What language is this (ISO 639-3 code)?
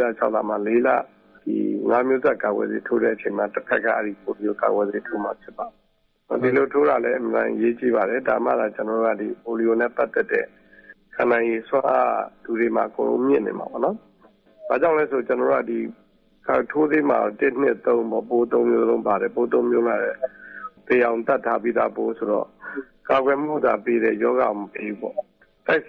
mya